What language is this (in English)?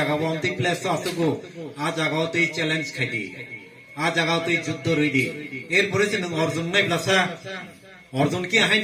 Kok Borok